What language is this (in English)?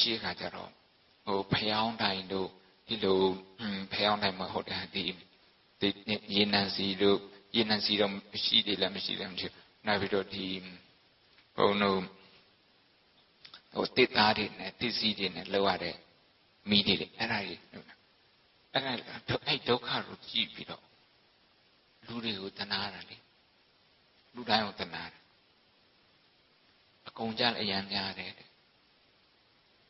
Burmese